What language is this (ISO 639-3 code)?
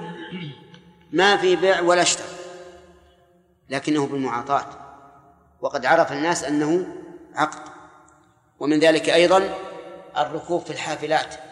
ara